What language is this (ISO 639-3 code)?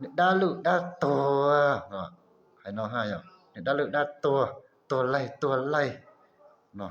hmn